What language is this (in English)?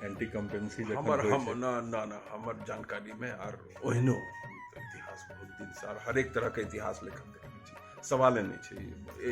Maithili